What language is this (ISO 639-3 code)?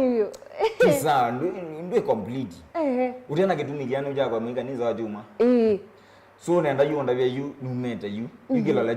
kam